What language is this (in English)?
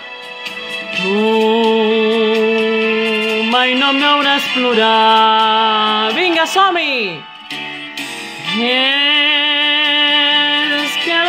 Catalan